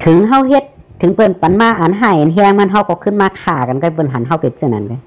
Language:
Shan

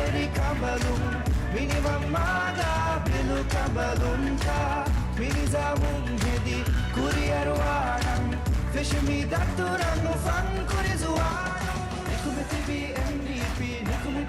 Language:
Divehi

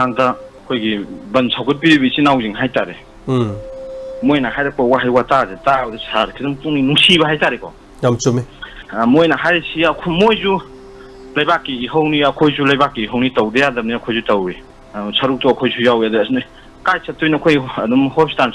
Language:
Manipuri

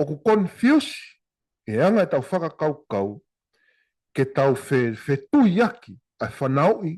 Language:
Tongan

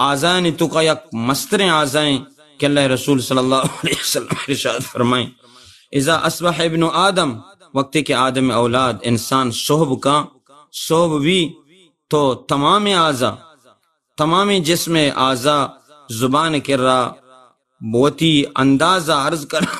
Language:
Baluchi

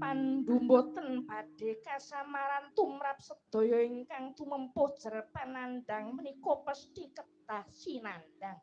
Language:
Javanese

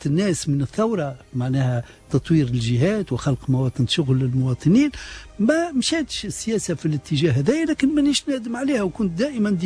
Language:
Tunisian Arabic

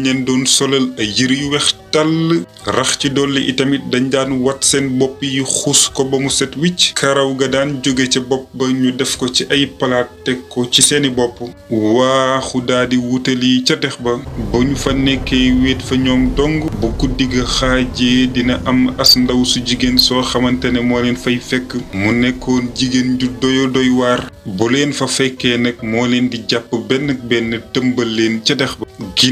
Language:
Wolof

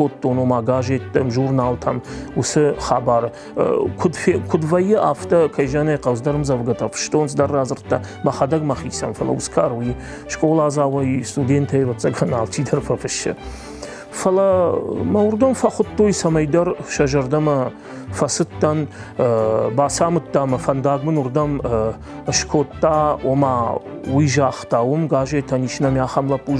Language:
Ossetic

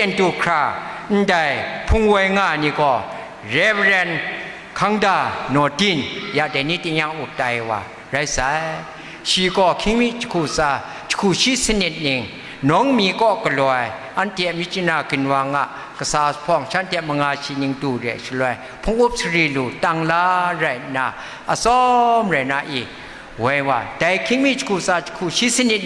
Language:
Kachin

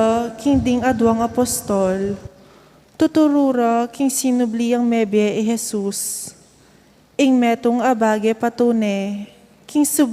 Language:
Pampanga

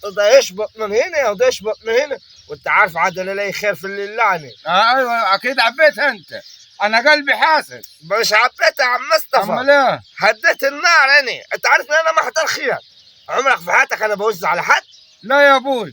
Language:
Egyptian Arabic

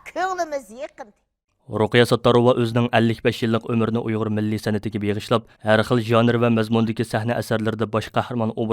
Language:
Uyghur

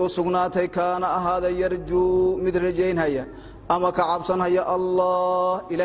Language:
Somali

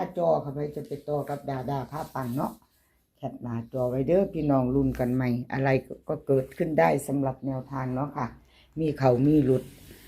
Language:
Northeastern Thai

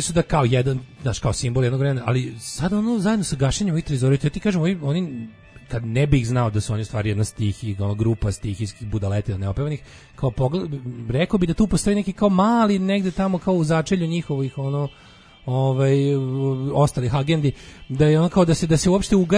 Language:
Serbian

